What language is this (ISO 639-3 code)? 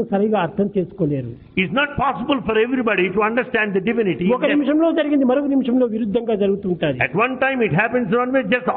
tel